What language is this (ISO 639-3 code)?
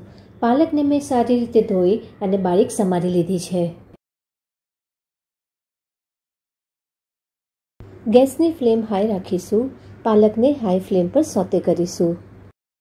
guj